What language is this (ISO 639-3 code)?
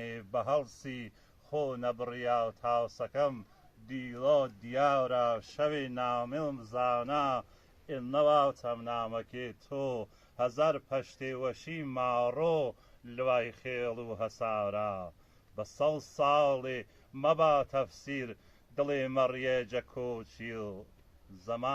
hac